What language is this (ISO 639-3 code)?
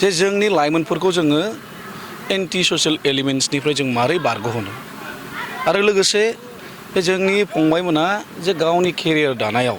brx